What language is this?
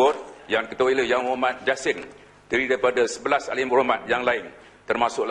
Malay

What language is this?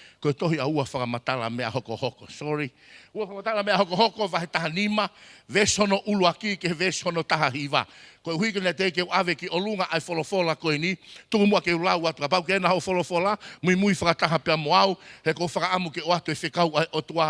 Tongan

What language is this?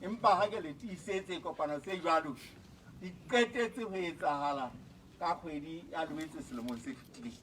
Southern Sotho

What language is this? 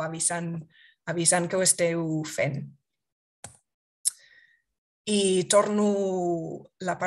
Catalan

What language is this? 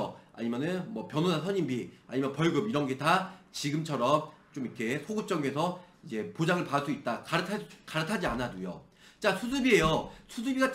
Korean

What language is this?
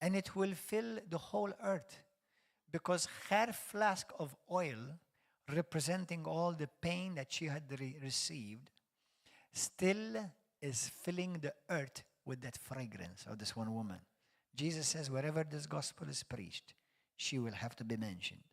English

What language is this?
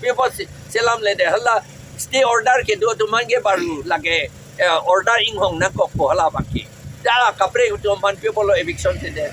Karbi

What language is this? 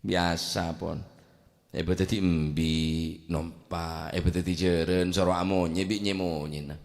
Madurese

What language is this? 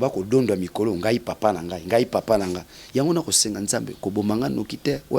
Lingala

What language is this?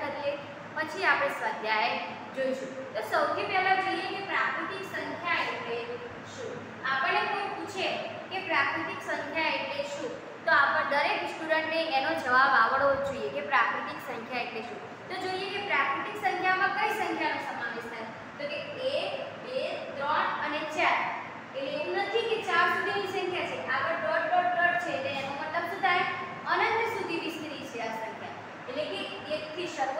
Gujarati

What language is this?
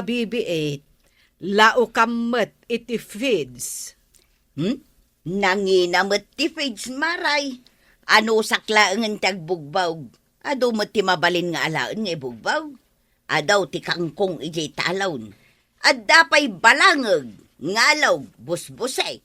Iloko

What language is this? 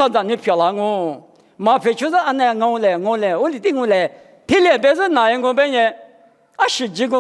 Lisu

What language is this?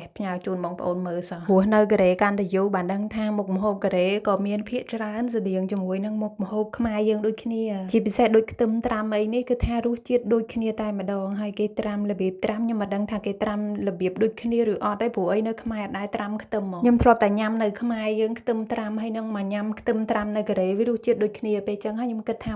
Khmer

